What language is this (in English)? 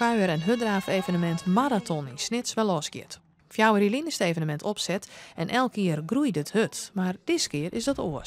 Western Frisian